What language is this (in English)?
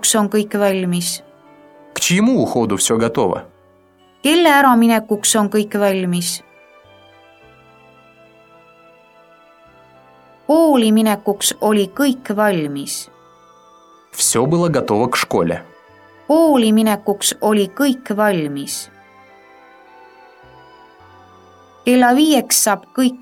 Estonian